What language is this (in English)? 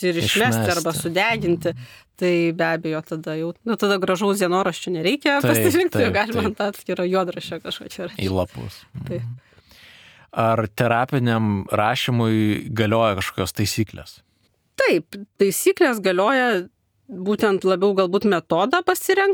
Lithuanian